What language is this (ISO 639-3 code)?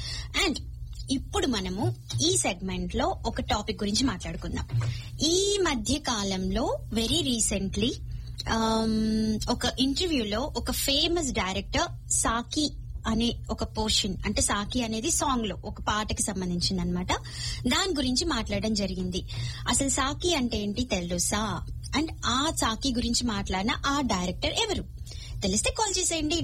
tel